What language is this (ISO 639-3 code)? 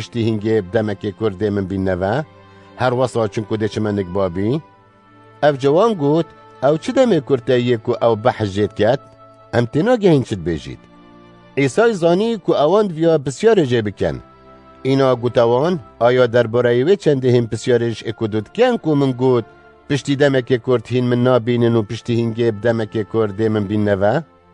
kur